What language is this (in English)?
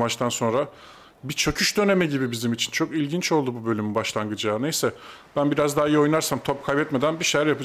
Turkish